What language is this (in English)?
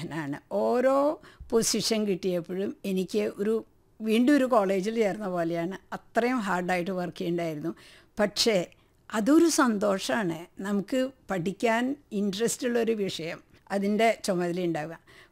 Malayalam